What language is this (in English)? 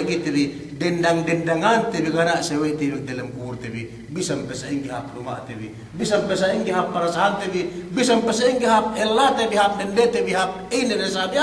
Yakan